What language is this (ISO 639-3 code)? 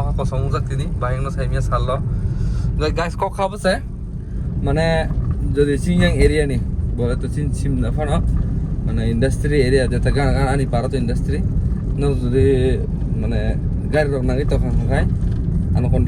trp